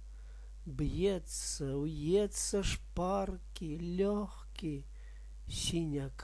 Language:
Belarusian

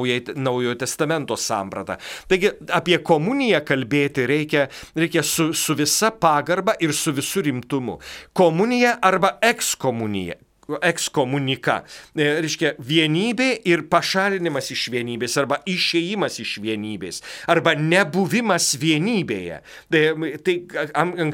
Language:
Lithuanian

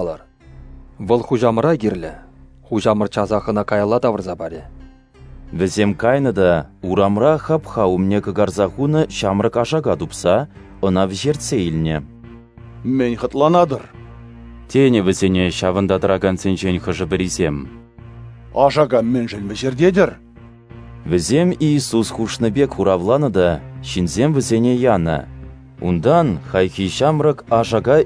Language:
Chuvash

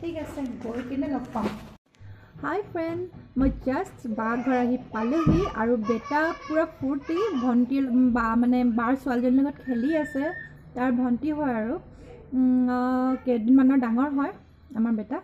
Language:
Assamese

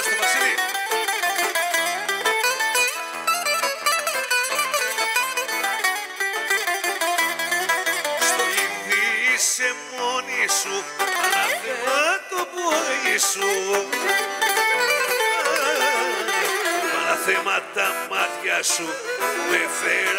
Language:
Greek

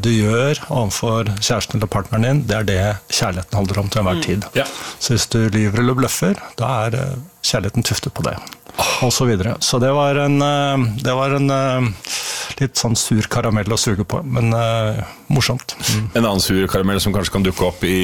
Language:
Norwegian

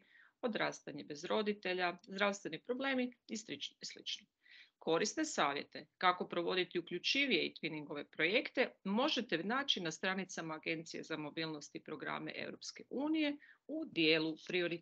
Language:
Croatian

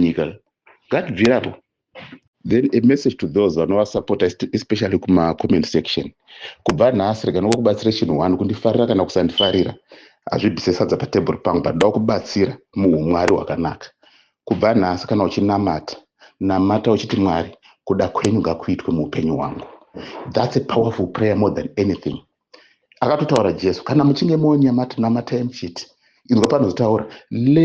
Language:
Shona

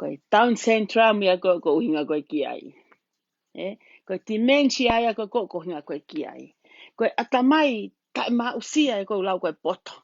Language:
Tongan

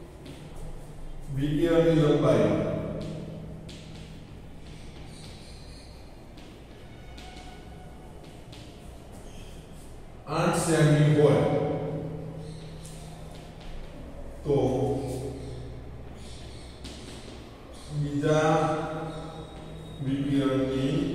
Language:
Gujarati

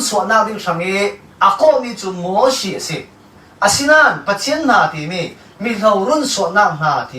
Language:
Falam Chin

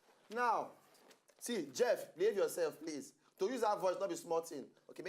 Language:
Nigerian Pidgin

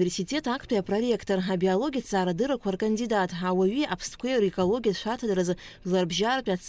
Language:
Abkhazian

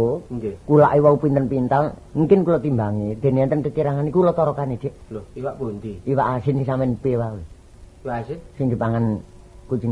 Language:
Javanese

